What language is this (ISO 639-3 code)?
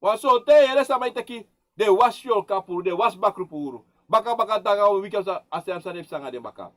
srn